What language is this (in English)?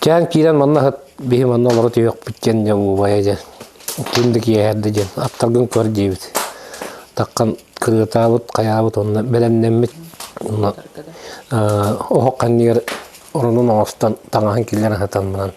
Yakut